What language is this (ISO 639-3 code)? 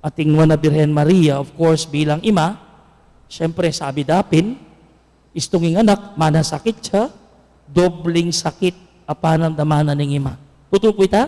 pam